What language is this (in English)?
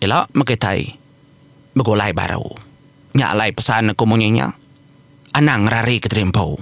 Iban